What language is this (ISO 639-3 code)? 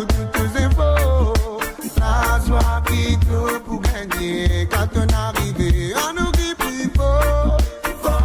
mfe